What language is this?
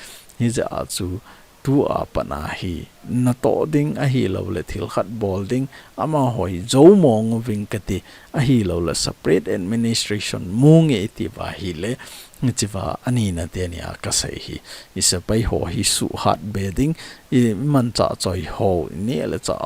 Thado Chin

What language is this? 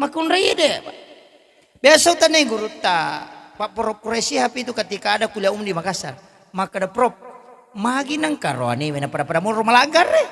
Buginese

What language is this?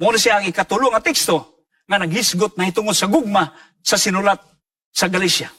Cebuano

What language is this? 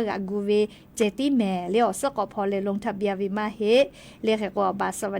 Lahu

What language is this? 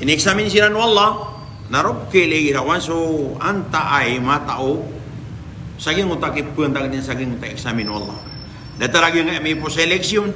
Maranao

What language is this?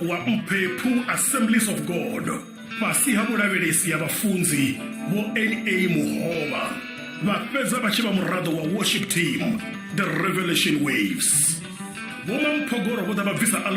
Venda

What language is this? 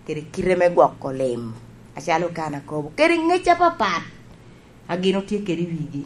Lango (Uganda)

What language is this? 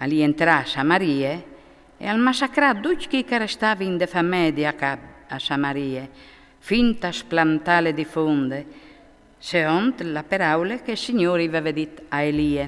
Friulian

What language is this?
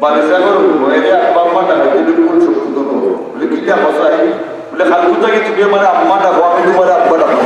Sylheti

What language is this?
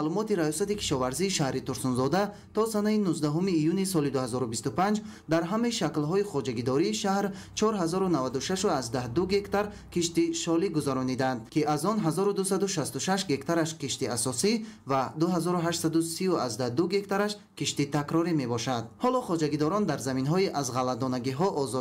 Tajik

